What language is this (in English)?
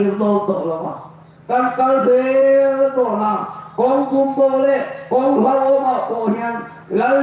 Hmar